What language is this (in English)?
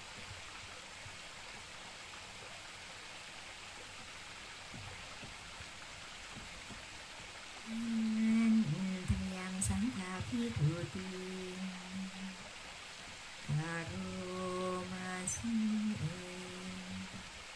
Thai